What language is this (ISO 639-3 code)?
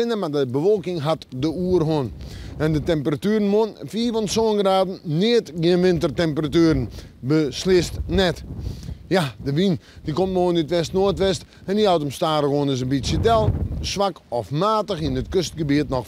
fry